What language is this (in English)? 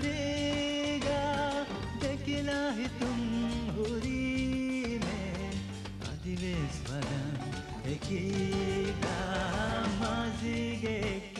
Divehi